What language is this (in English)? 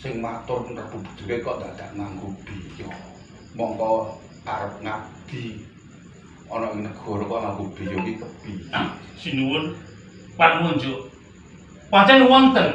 Javanese